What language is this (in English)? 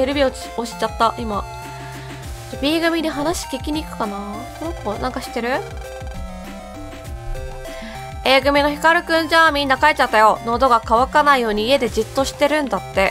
Japanese